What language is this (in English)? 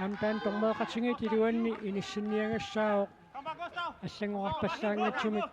Kalaallisut